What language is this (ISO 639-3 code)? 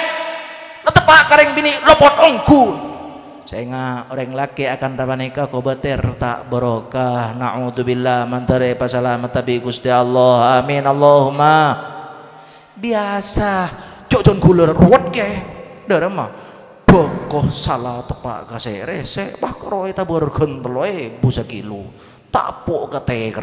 mad